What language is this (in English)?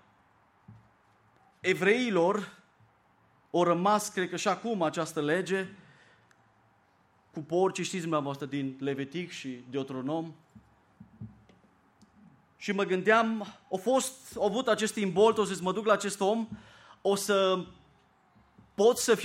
Romanian